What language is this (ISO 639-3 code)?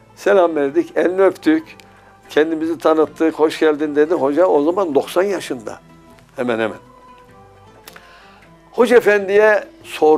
tur